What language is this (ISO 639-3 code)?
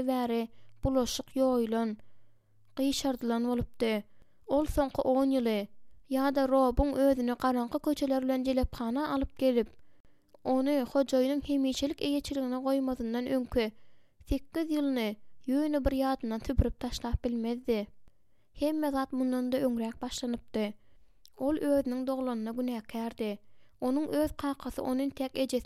tuk